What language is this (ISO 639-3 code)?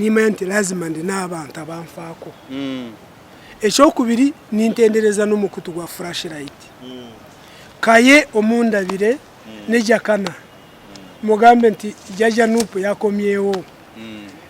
lug